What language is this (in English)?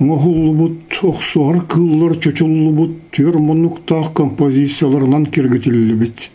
Yakut